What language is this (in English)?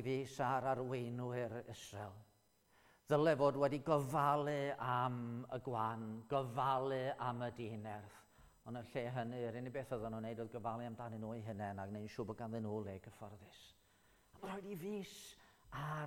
Welsh